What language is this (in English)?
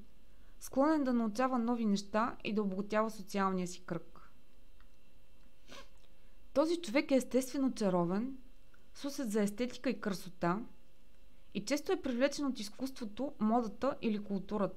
Bulgarian